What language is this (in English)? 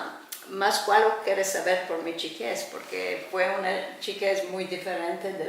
Ladino